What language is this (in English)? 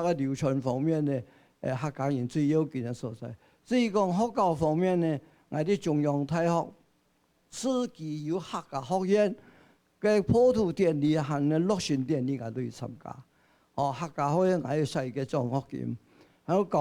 Hakka Chinese